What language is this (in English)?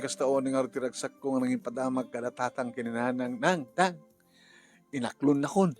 Iloko